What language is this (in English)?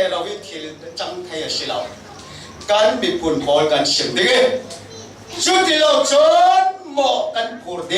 Falam Chin